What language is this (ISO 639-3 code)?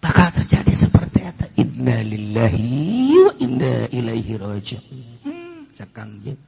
sun